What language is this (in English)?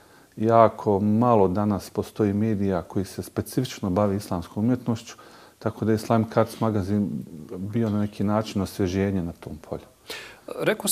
Bosnian